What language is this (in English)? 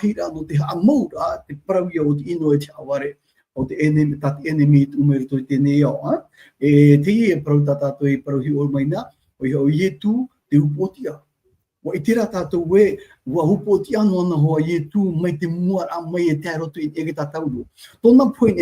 Tahitian